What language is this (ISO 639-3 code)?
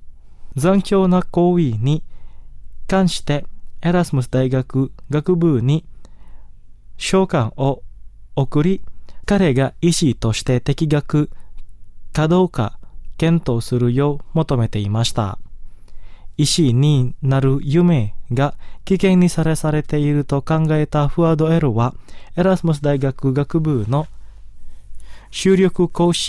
jpn